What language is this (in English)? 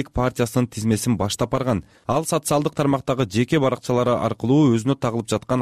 Kyrgyz